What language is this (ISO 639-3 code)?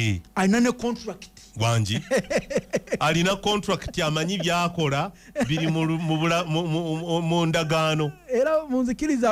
lug